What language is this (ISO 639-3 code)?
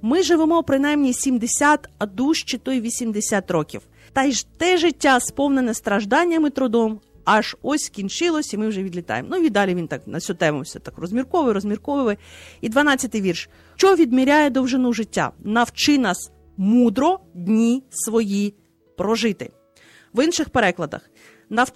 ukr